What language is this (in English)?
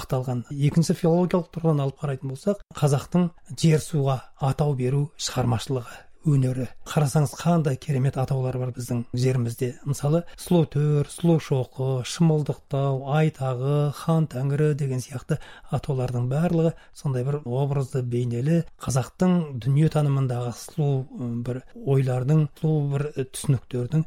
Kazakh